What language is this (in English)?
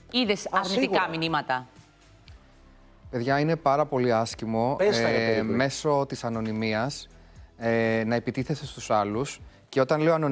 Greek